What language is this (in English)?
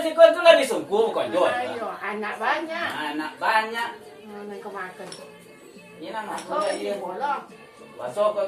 Minangkabau